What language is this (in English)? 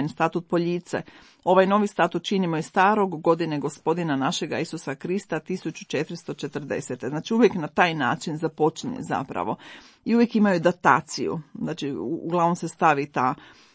Croatian